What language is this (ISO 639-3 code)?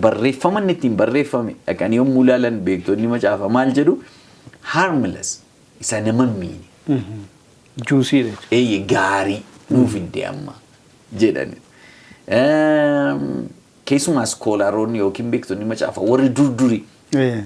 orm